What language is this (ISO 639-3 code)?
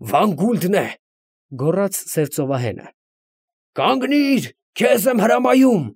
hye